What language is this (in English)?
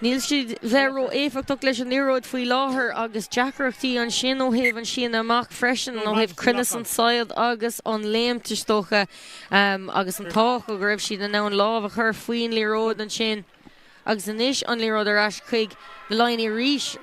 Irish